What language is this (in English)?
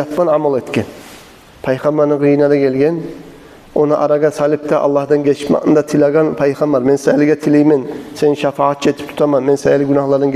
Kumyk